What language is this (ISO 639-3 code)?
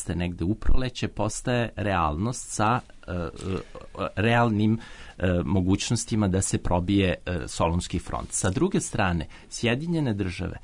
srp